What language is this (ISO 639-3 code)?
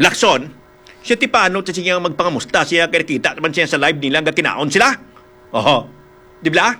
hil